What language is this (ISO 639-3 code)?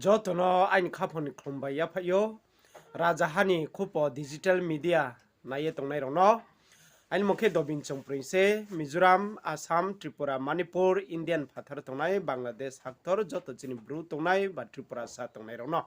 ria